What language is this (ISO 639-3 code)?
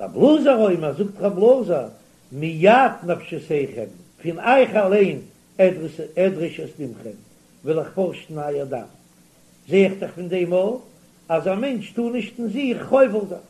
yid